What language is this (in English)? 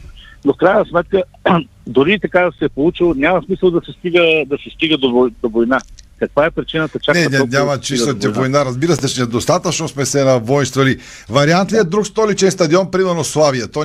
Bulgarian